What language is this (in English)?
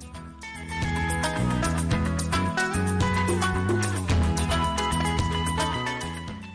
Kinyarwanda